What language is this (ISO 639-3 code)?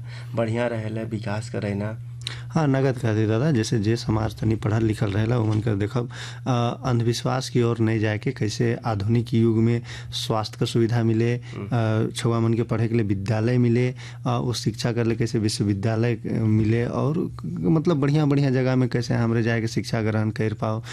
sck